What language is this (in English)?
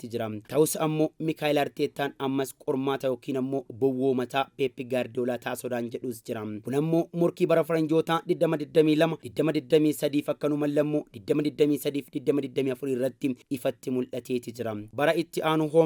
Oromo